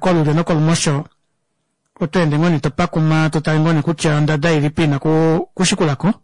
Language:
Kuanyama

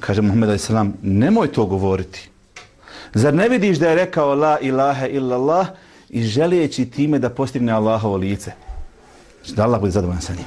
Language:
Bosnian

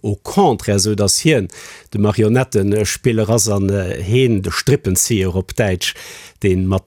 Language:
Luxembourgish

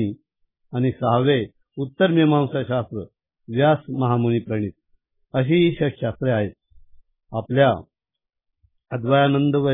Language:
Marathi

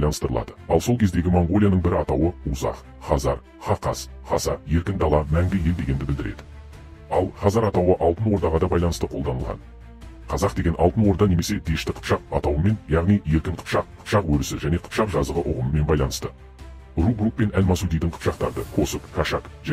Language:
Kazakh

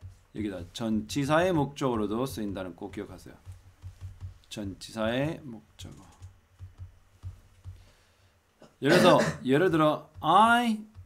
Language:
Korean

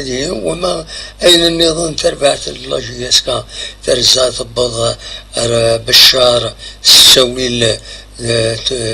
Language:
Kabyle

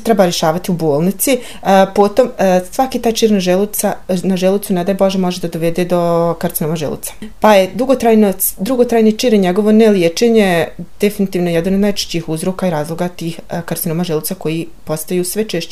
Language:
Bosnian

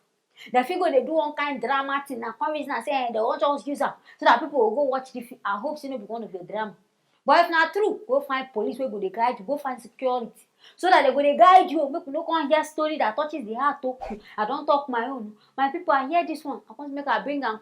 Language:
Nigerian Pidgin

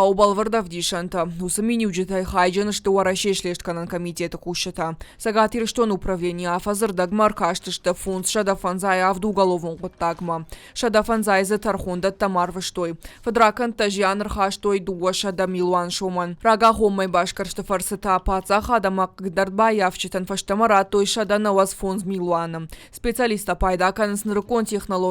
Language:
Ossetic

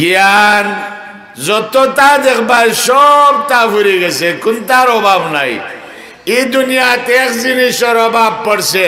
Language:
Sylheti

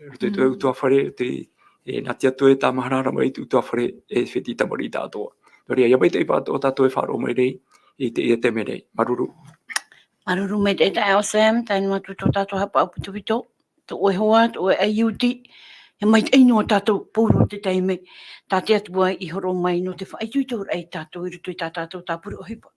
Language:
Tahitian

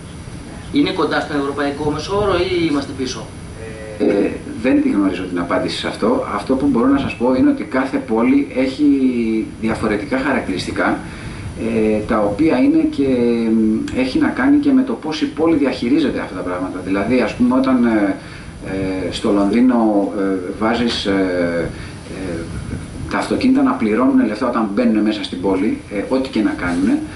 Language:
Greek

